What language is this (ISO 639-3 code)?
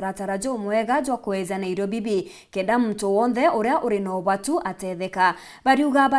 mer